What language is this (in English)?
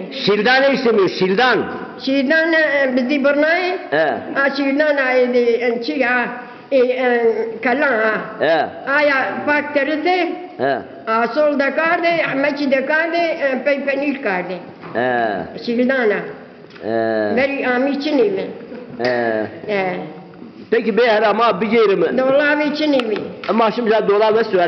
Zaza